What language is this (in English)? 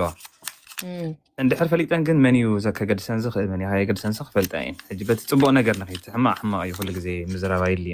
Tigrinya